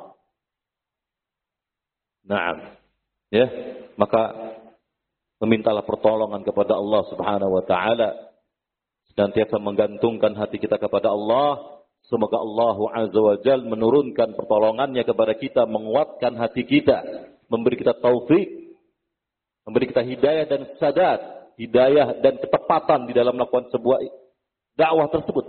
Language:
Indonesian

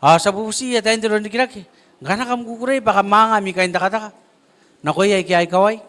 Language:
Gilbertese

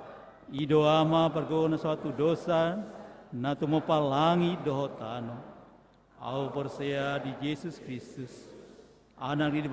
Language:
Batak Toba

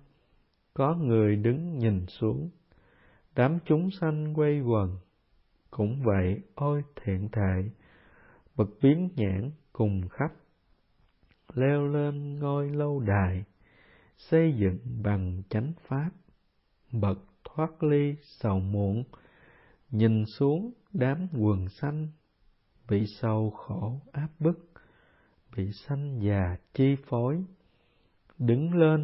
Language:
Vietnamese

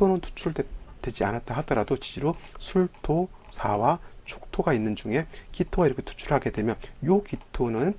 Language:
Korean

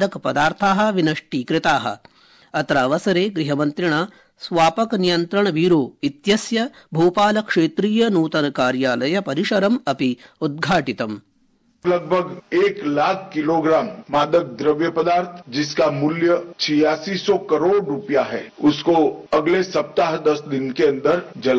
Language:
Sanskrit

